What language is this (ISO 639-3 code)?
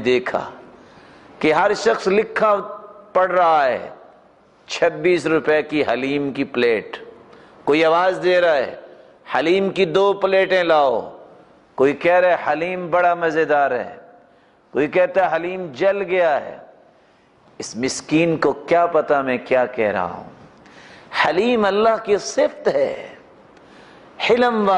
urd